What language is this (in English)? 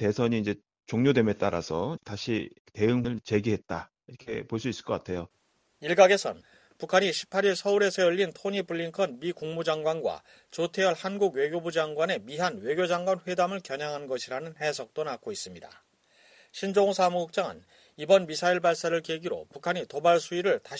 Korean